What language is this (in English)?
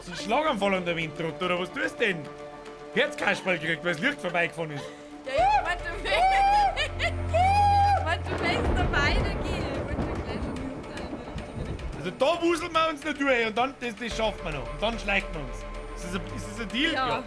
Bavarian